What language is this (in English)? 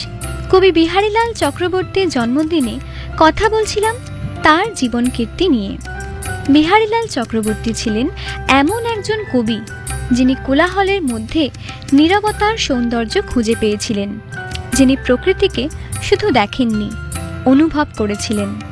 Bangla